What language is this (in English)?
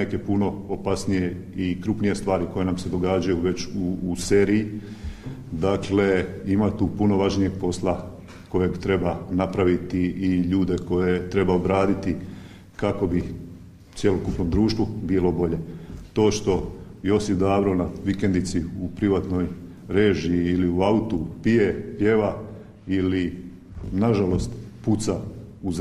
Croatian